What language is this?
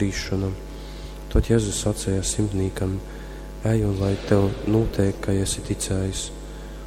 Latgalian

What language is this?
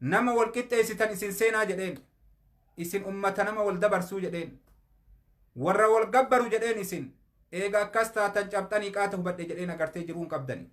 Oromo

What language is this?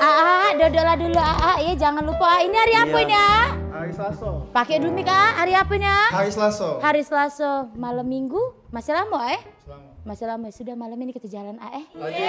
Musi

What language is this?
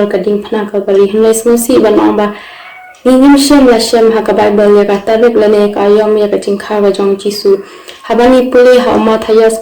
Khasi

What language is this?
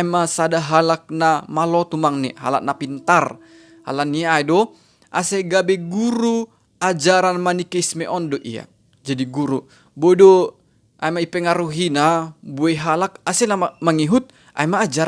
Batak Simalungun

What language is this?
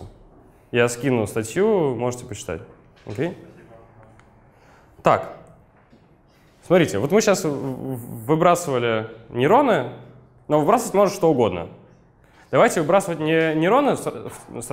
Russian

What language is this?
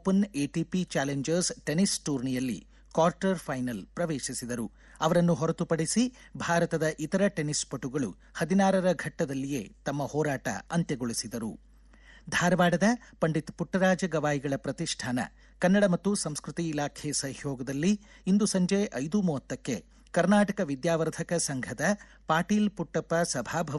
Kannada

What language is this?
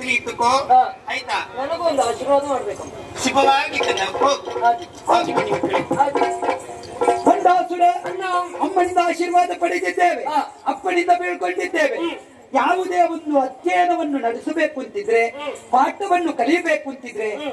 Kannada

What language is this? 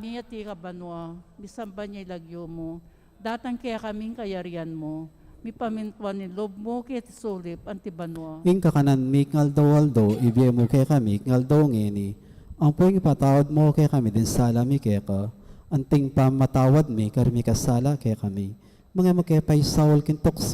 Pampanga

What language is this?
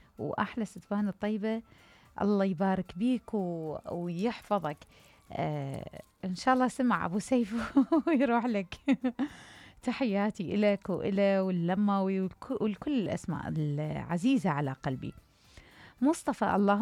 Mesopotamian Arabic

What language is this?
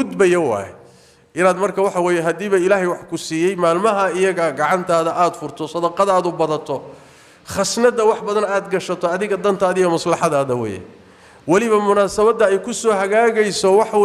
Somali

